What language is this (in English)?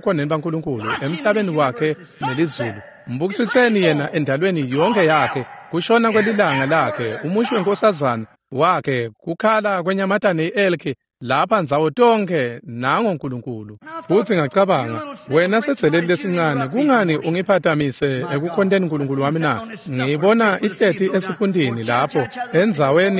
Swati